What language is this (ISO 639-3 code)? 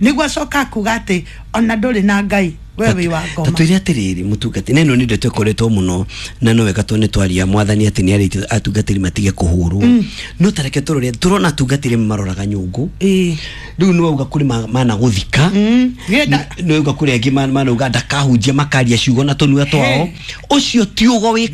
kik